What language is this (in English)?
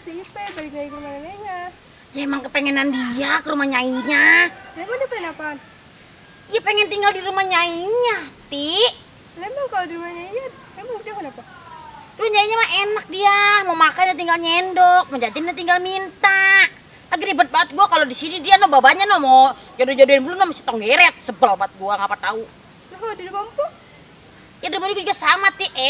Betawi